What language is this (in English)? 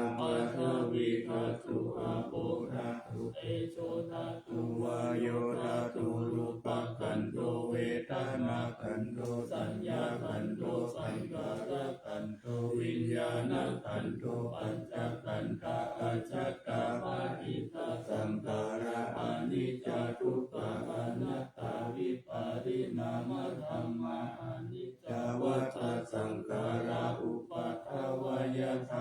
Pali